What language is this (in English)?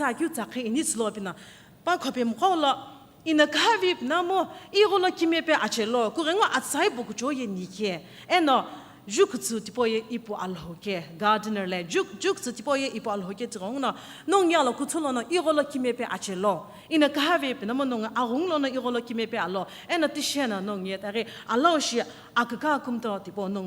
Sumi Naga